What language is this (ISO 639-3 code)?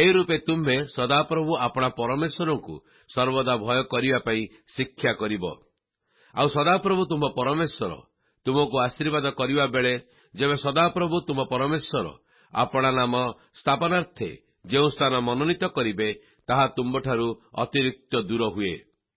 ori